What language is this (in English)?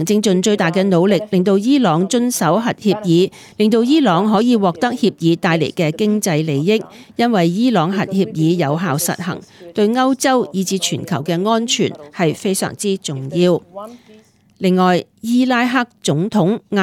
Cantonese